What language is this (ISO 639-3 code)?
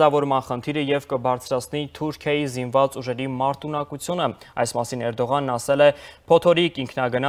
hye